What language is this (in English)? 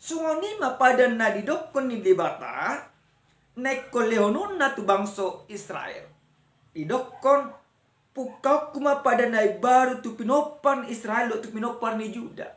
Batak Toba